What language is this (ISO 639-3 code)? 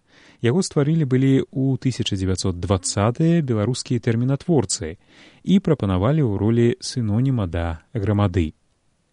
bel